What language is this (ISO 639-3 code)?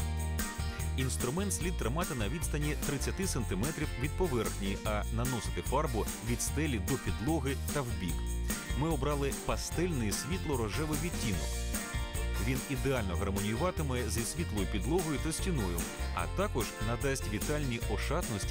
ukr